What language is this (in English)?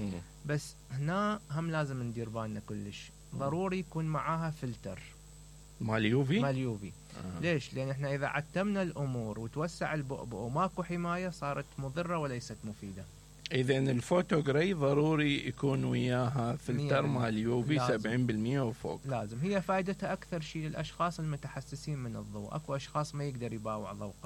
Mesopotamian Arabic